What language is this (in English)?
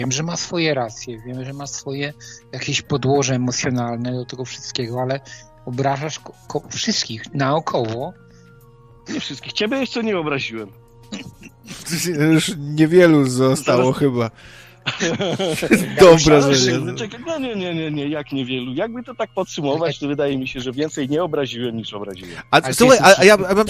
Polish